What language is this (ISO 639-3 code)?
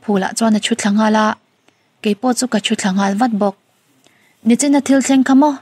lus